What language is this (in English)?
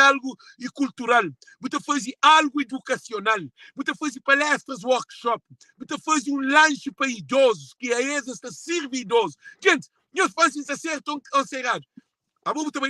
Kabuverdianu